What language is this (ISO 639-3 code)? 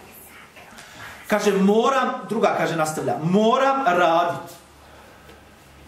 bos